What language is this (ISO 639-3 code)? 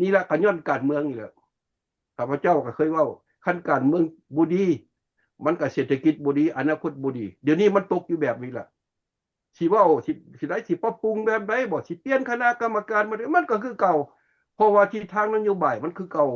lao